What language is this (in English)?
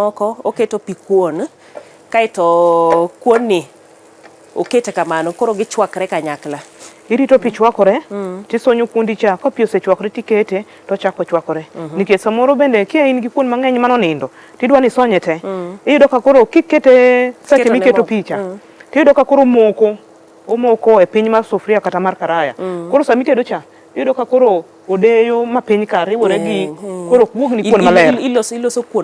Luo (Kenya and Tanzania)